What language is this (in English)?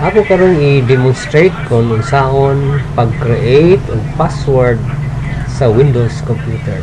Cebuano